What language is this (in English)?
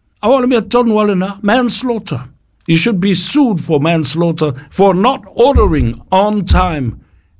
Samoan